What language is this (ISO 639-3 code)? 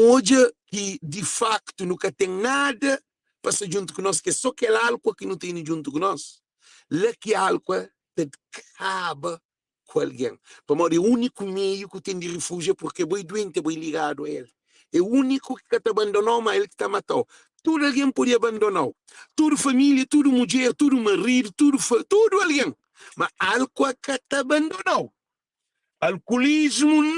kea